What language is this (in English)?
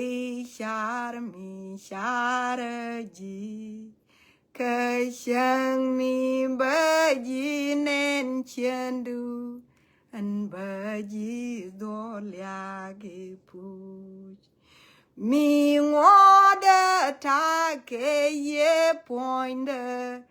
Nuer